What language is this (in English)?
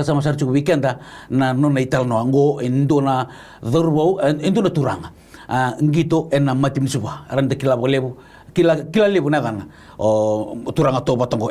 Fijian